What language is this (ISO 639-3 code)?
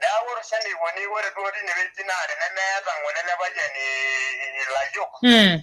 mas